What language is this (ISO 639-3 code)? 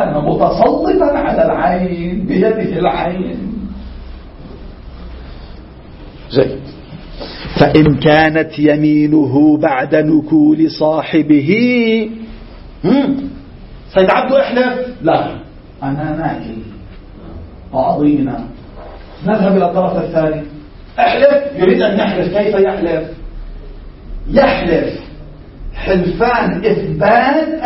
ara